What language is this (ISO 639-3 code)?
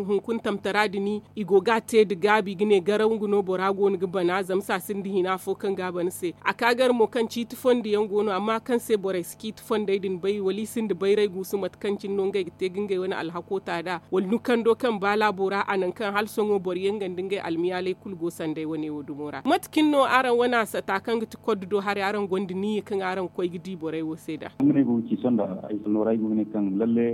dje